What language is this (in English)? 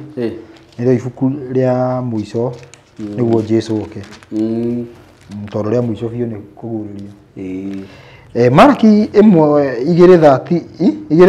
Kikuyu